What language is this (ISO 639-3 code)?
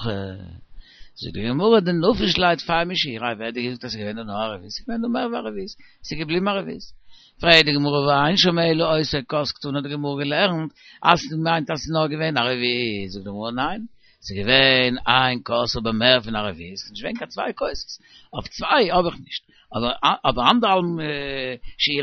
yid